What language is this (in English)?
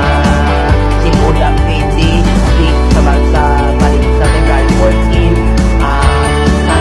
Hiligaynon